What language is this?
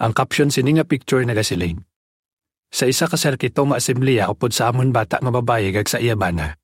Hiligaynon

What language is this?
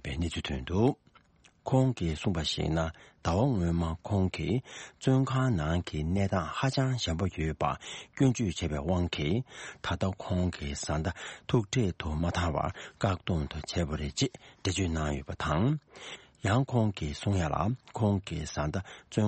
Tibetan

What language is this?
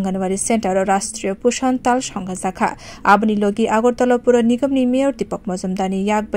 Kok Borok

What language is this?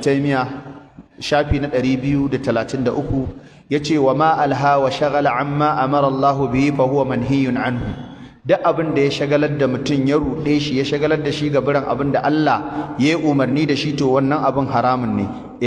Hausa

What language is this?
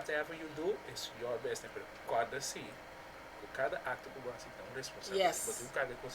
Papiamento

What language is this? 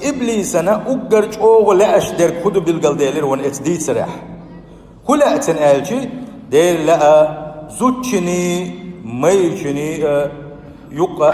Chechen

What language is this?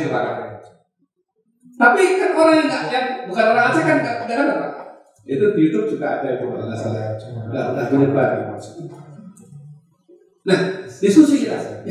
Indonesian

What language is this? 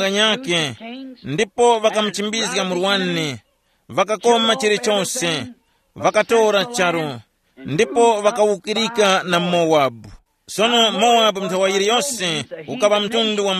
Tumbuka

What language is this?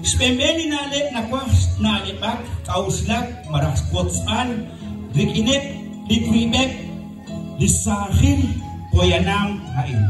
Kekchí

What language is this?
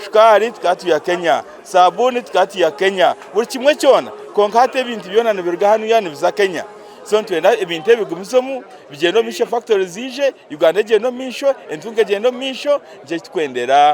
Nyankole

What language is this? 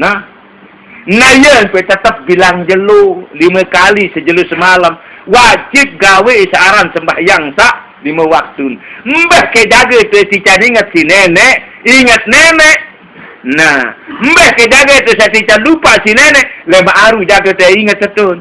Sasak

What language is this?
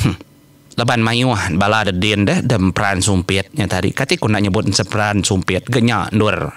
Iban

